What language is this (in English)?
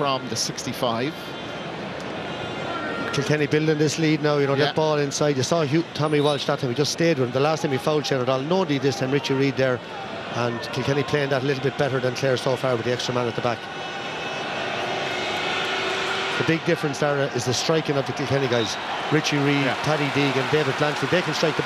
English